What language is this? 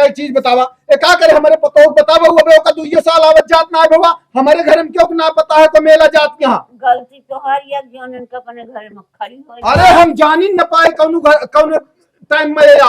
Awadhi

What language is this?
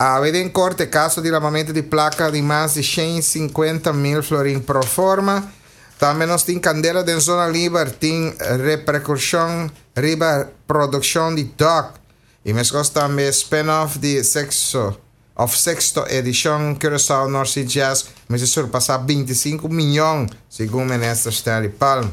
Papiamento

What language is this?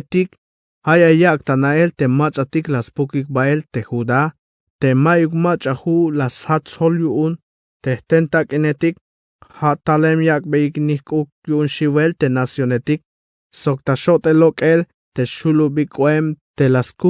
Tzeltal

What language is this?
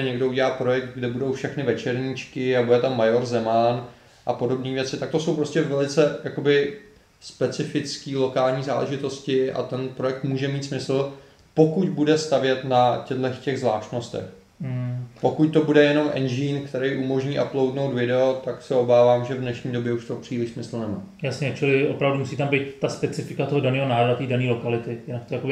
Czech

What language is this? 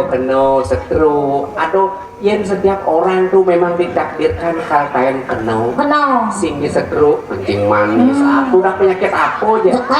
Balinese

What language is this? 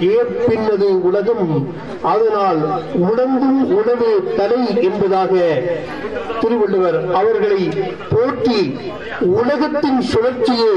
Tamil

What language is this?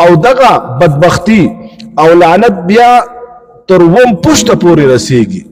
Pashto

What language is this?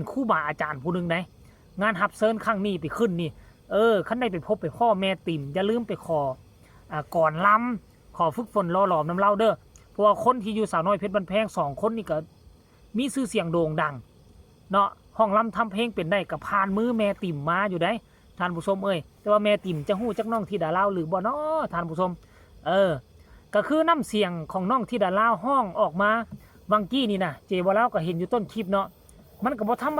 Northeastern Thai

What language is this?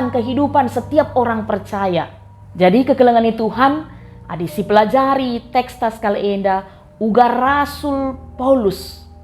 Batak Karo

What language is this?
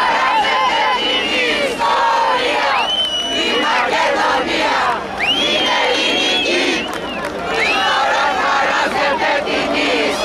Greek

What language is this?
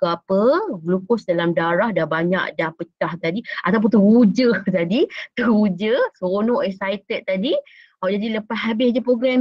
Malay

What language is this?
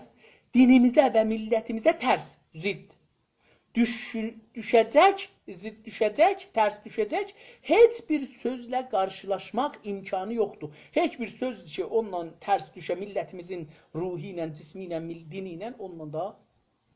South Azerbaijani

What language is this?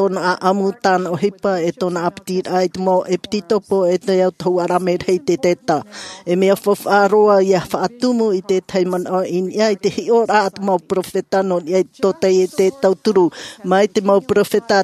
Tahitian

